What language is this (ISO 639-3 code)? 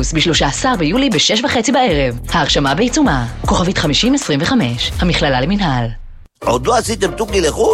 heb